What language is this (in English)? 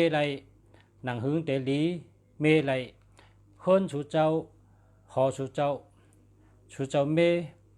Shan